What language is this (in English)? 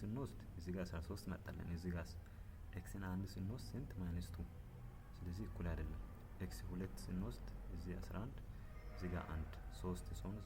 Amharic